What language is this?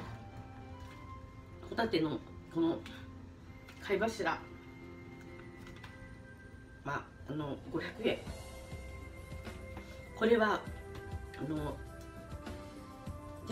Japanese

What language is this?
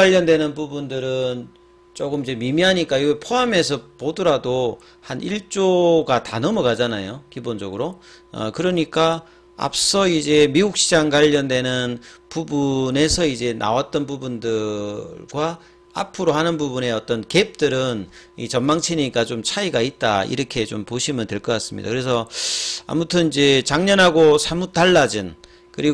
Korean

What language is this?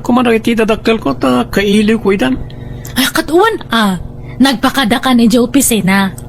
Iloko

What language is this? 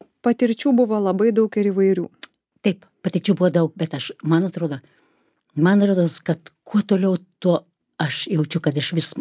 Lithuanian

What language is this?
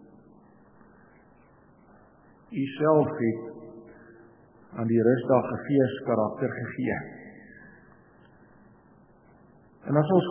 Afrikaans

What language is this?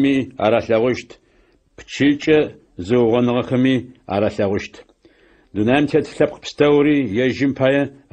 Adyghe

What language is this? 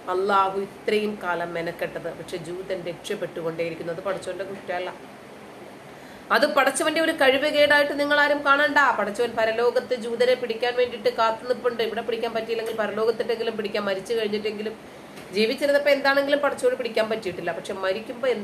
Malayalam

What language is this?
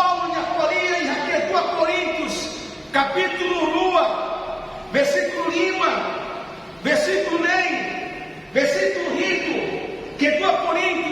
Tetum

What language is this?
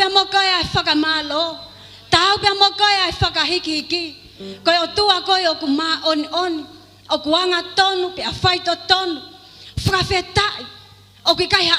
Tongan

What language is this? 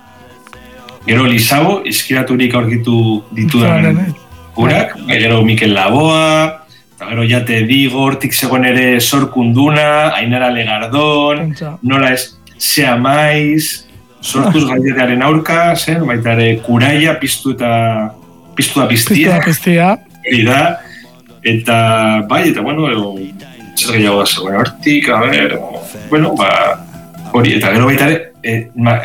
Basque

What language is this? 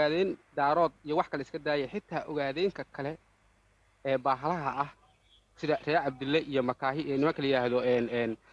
Somali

